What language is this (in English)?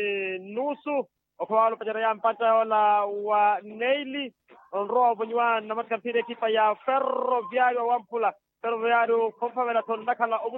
Makhuwa